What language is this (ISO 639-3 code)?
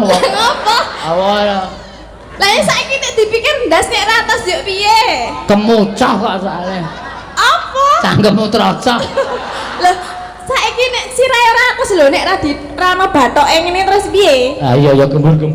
jav